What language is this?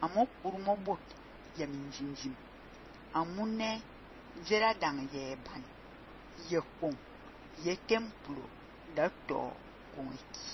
Fang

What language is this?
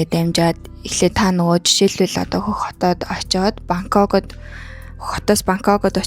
Mongolian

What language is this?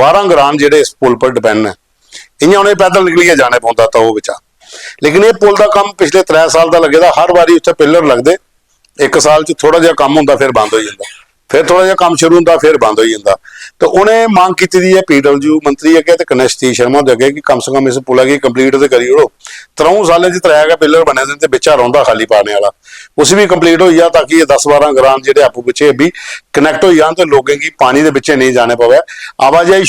Dogri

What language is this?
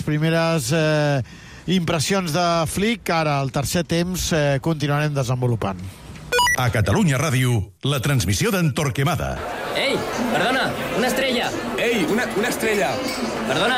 Catalan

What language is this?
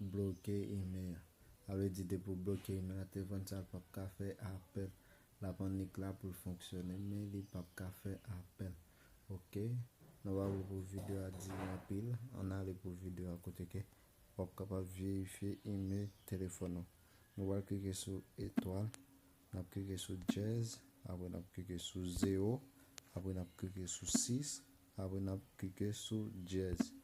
Haitian Creole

